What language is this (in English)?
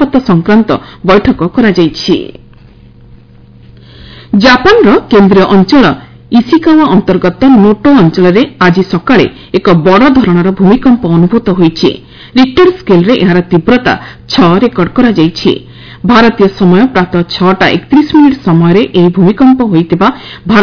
Odia